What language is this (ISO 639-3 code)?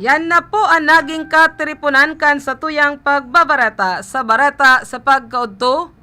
bik